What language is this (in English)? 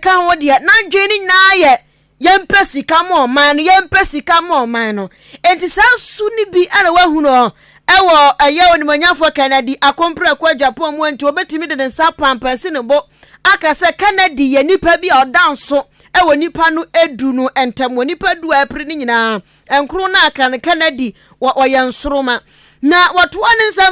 Akan